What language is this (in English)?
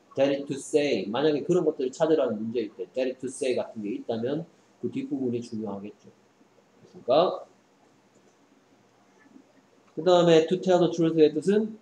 Korean